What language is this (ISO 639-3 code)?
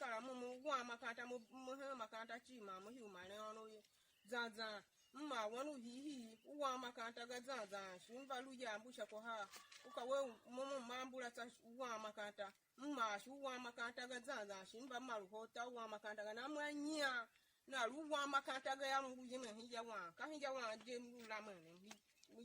tiv